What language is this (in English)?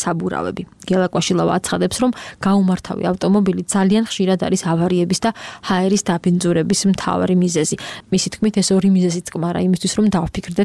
Georgian